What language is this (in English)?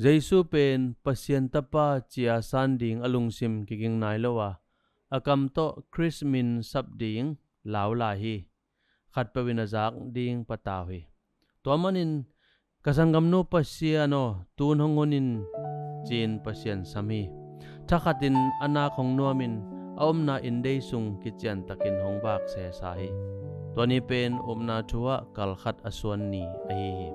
Tedim Chin